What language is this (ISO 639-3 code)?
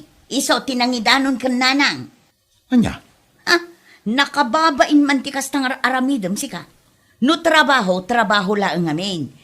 ilo